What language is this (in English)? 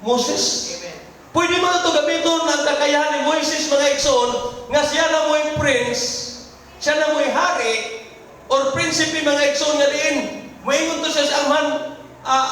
Cebuano